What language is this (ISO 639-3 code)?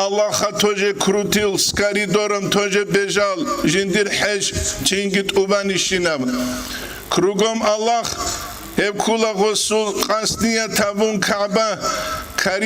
ava